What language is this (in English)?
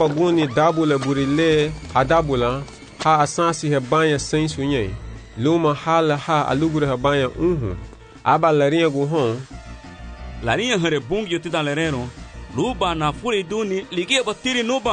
Garifuna